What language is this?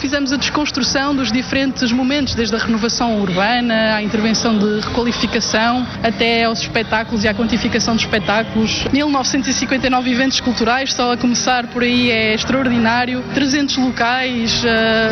Portuguese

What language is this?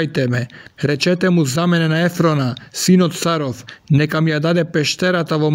Macedonian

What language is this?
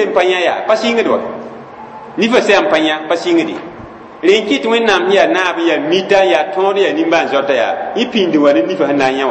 Mossi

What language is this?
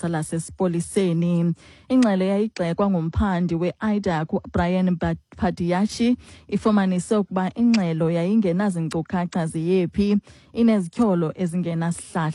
Xhosa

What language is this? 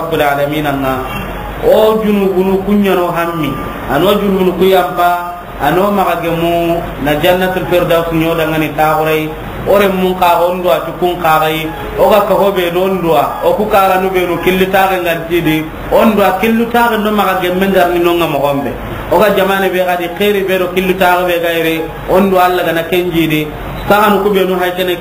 Soninke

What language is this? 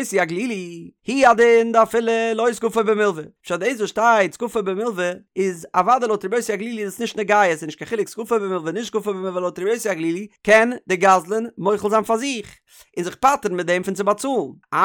Yiddish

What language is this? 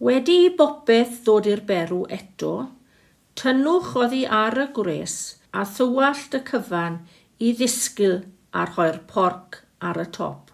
Welsh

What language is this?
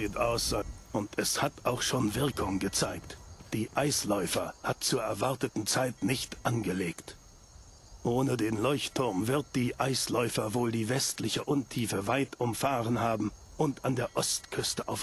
Bavarian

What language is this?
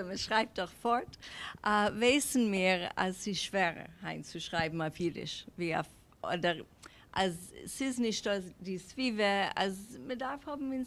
Yiddish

